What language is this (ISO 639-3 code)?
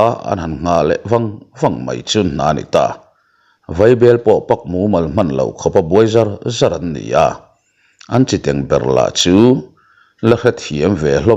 lus